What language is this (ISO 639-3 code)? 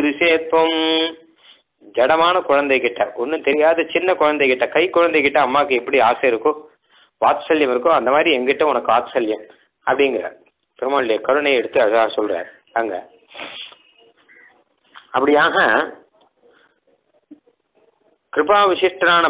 tam